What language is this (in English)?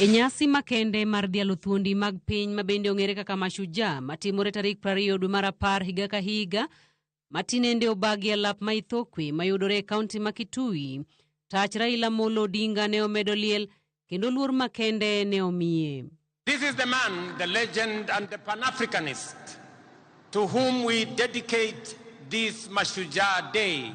Luo (Kenya and Tanzania)